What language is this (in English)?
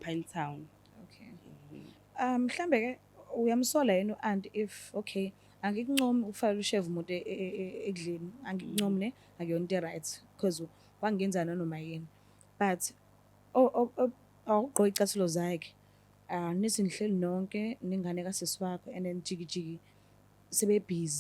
Zulu